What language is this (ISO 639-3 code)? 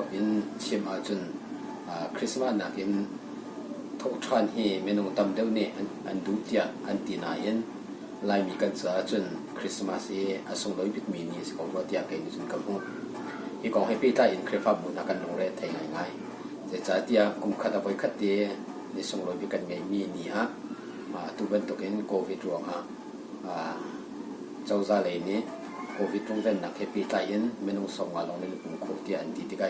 cnh